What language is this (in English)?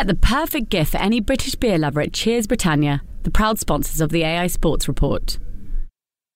English